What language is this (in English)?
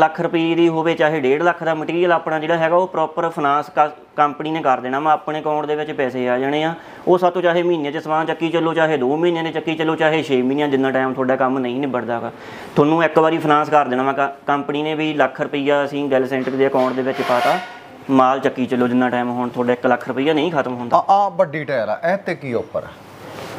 Punjabi